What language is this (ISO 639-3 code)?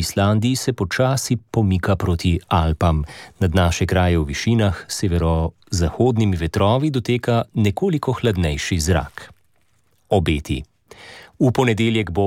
slv